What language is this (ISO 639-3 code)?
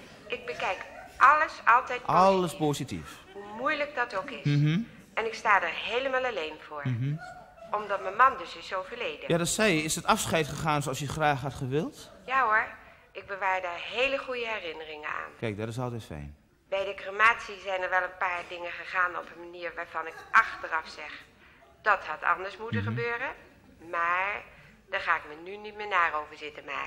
nld